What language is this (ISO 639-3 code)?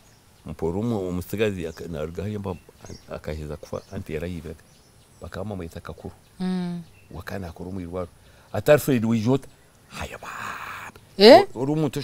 nyn